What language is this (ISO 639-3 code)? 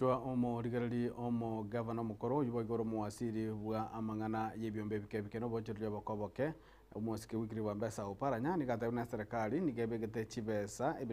guz